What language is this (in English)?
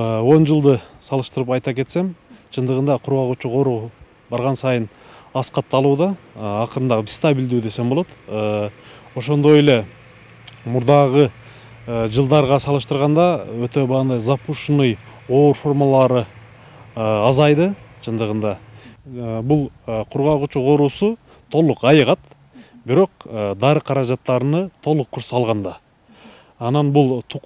Kyrgyz